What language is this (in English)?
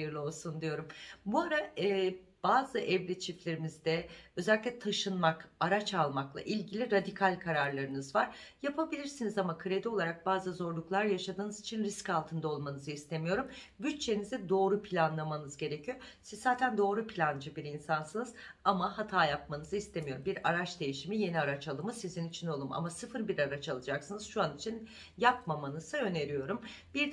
Turkish